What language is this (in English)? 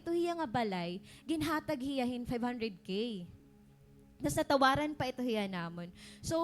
Waray